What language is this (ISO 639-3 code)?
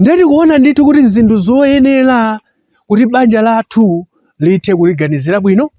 nya